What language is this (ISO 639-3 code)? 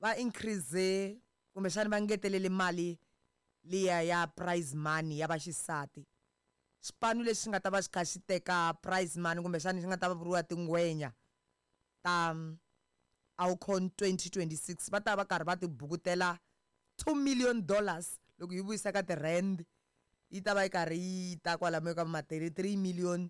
tso